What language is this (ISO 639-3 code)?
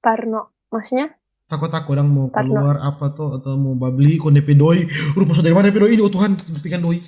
xmm